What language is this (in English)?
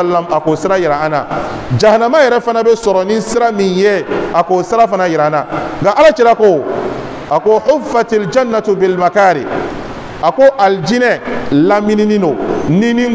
Bambara